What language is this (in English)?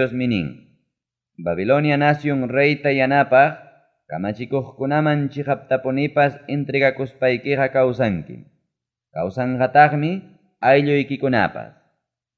Ayacucho Quechua